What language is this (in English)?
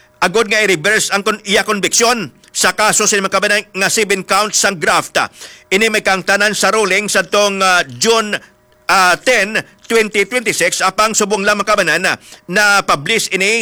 Hiligaynon